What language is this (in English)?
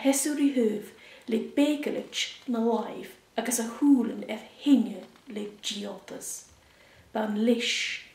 Scottish Gaelic